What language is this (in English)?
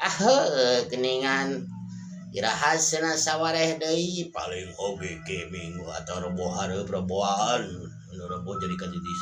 Sundanese